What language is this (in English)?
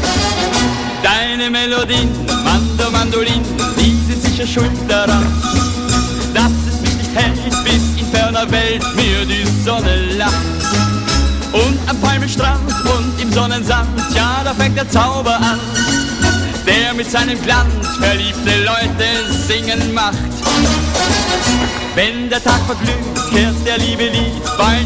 German